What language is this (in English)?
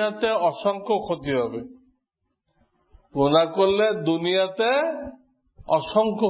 Bangla